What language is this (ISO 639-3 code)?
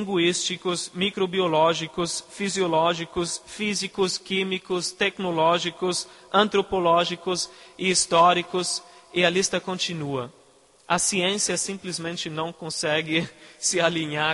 por